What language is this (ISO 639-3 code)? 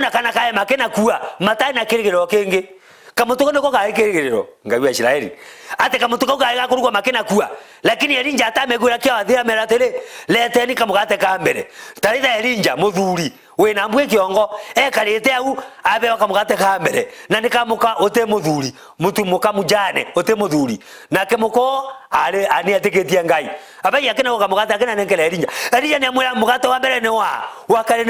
mer